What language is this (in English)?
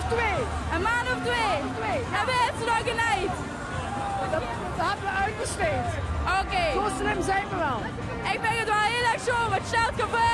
Limburgish